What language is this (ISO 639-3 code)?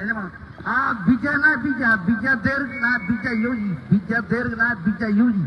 mah